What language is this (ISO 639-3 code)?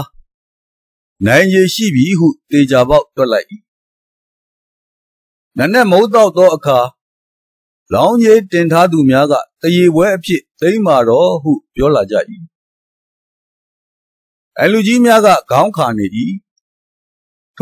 mya